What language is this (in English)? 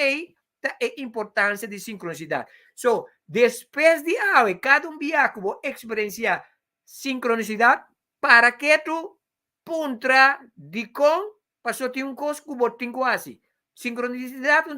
Papiamento